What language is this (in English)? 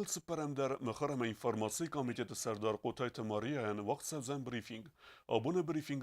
Ossetic